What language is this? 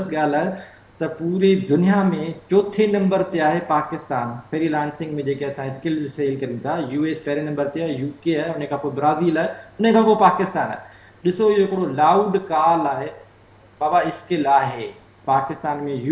Sindhi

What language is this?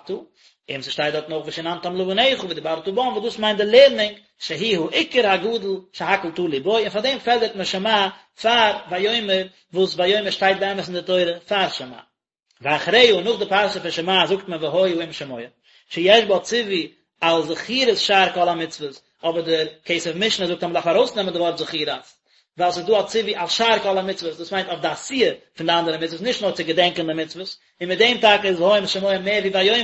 Yiddish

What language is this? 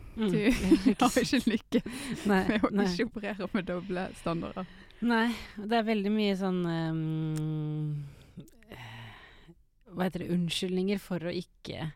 Norwegian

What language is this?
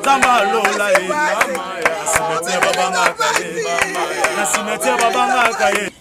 Lingala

